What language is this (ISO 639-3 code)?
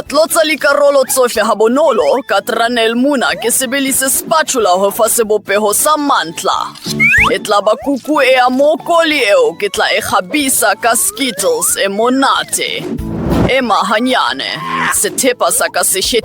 sot